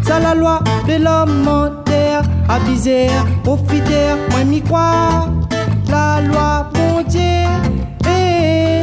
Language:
Réunion Creole French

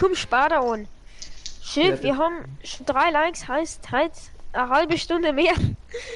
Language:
Bavarian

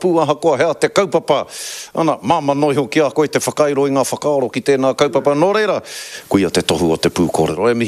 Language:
Māori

